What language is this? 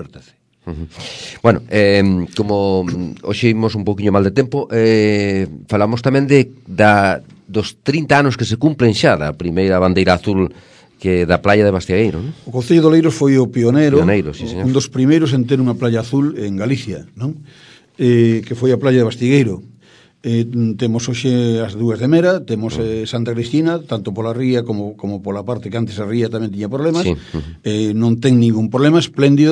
Galician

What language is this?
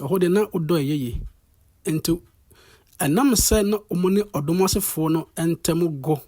Akan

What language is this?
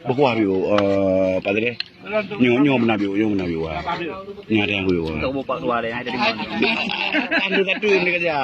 Achinese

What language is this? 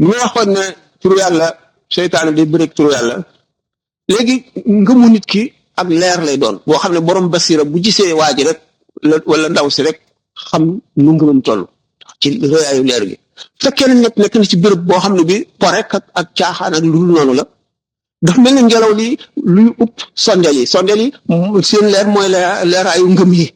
Wolof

